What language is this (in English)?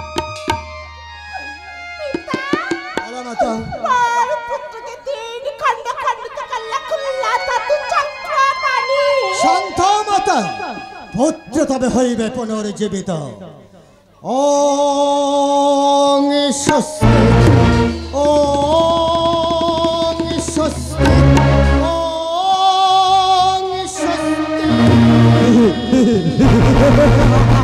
Bangla